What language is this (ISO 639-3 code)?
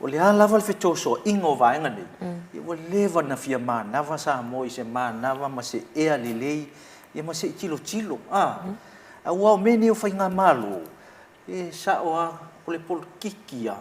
smo